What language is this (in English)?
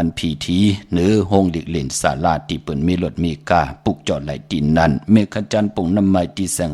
Shan